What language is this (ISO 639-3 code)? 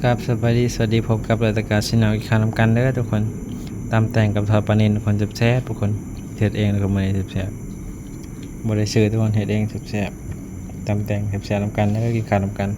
tts